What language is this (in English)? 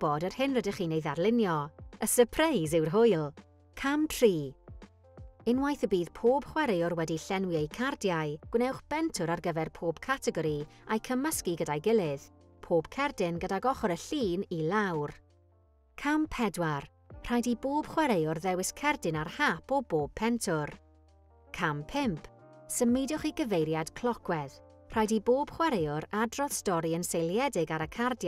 Welsh